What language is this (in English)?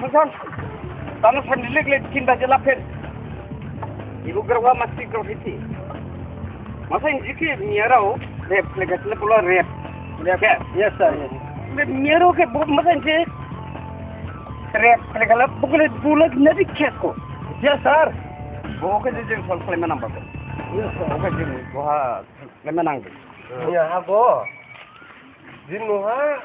Malay